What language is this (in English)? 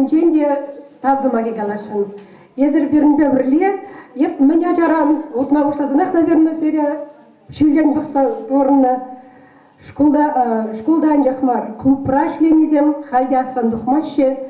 Chuvash